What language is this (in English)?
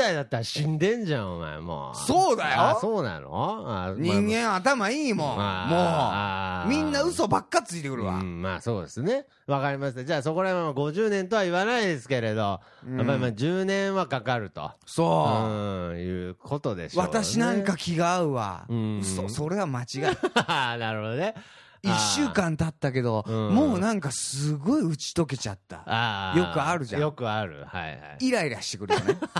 Japanese